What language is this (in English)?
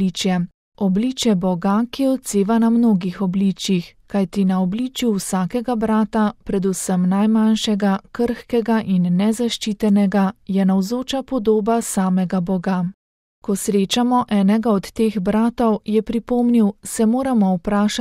Slovenian